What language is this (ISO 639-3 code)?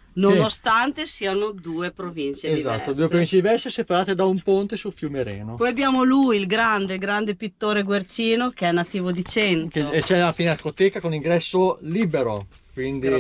ita